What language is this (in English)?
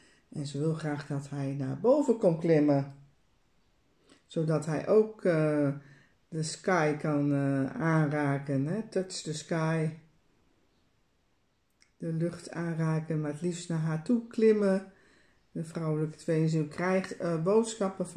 Dutch